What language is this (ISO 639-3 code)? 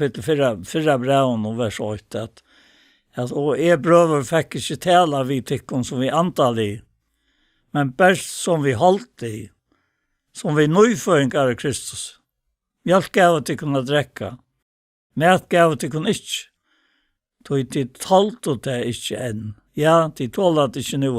fao